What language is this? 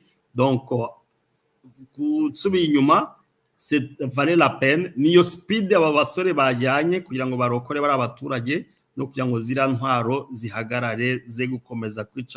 Kinyarwanda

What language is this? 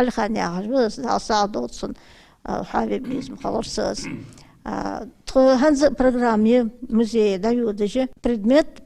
Ingush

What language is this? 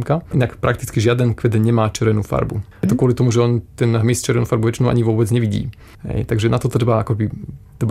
Slovak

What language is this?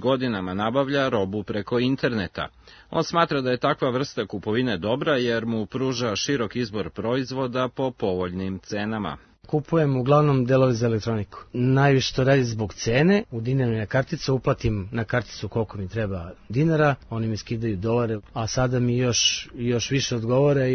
Serbian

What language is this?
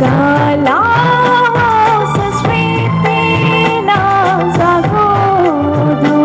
Newari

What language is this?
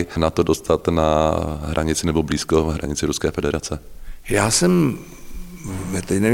Czech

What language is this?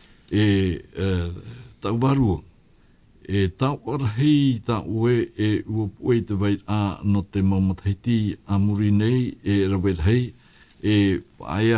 Tahitian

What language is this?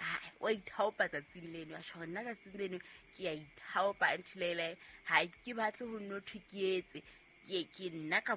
Southern Sotho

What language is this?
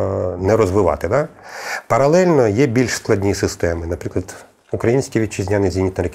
Ukrainian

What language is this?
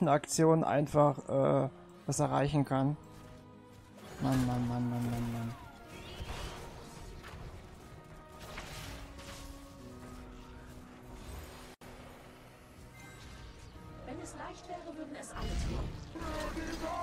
German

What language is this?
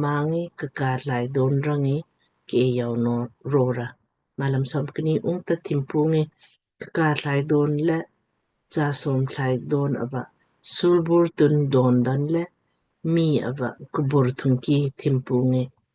Lamkang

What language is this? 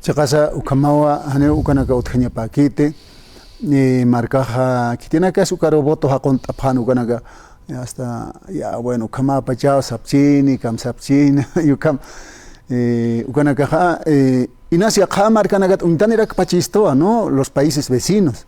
Aymara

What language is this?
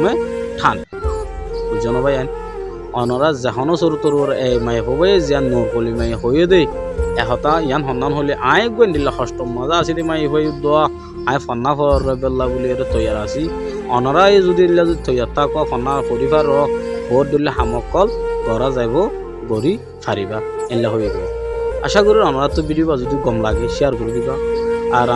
Rohingya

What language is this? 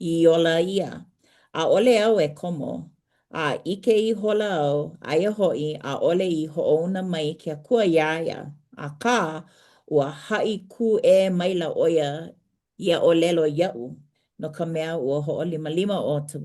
Hawaiian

